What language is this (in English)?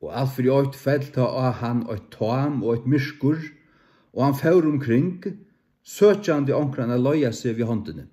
Faroese